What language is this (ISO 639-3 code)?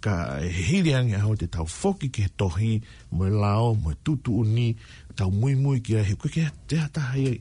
ton